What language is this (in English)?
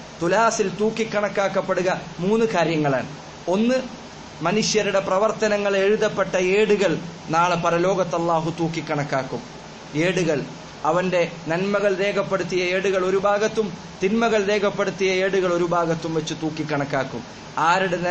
Malayalam